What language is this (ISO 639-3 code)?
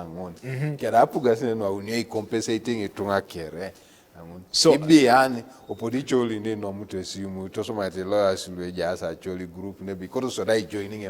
teo